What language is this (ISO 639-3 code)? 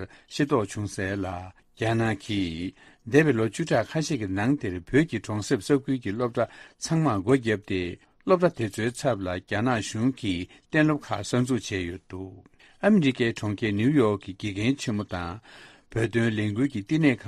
bod